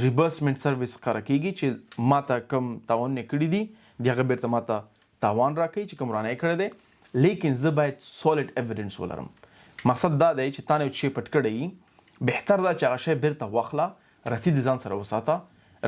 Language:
Pashto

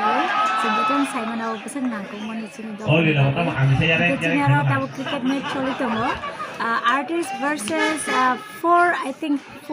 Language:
Kok Borok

